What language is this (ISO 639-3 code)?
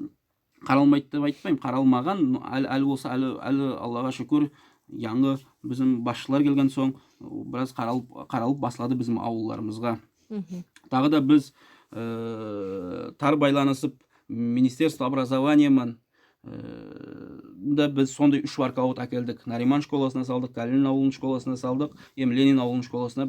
nog